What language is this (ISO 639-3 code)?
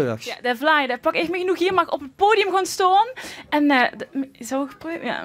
lim